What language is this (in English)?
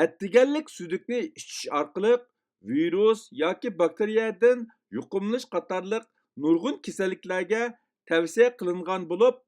Uyghur